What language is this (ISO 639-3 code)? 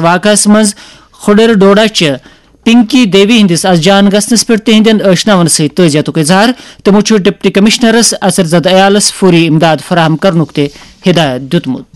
kas